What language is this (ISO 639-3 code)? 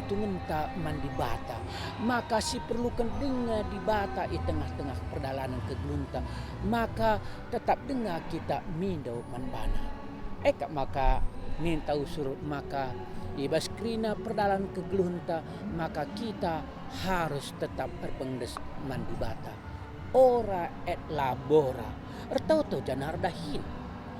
btx